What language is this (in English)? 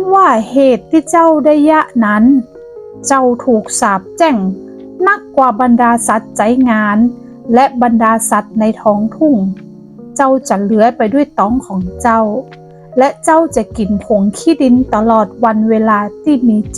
Northern Thai